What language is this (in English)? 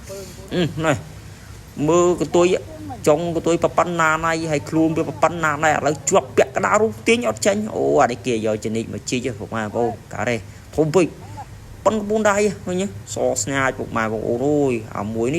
Khmer